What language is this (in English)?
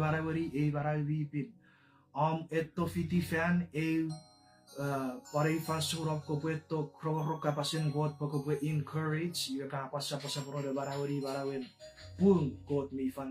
Chuukese